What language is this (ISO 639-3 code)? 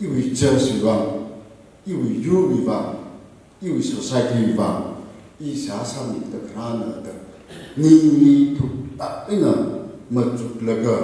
nmf